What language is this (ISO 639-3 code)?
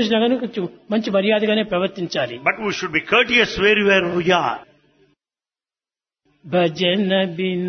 tel